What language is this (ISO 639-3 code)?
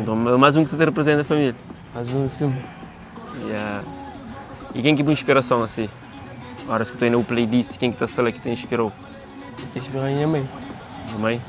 kea